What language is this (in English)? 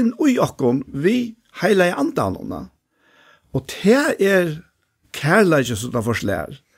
Faroese